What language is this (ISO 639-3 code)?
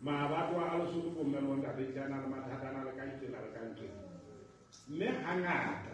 sot